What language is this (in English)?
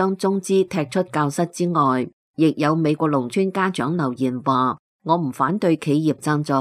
Cantonese